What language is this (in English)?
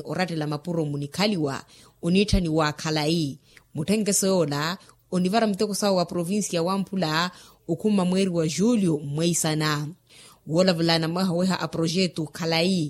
Makhuwa